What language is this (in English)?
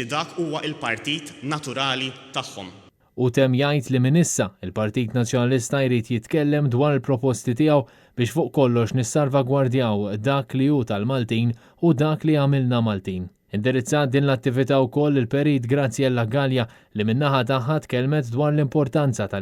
Maltese